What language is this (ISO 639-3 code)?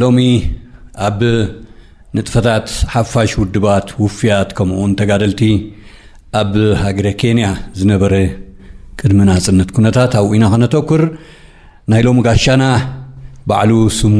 tir